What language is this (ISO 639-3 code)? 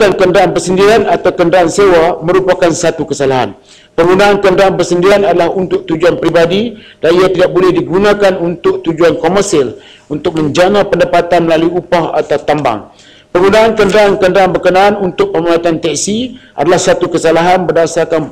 msa